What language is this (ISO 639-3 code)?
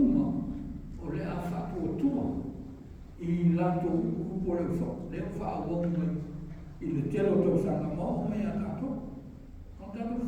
smo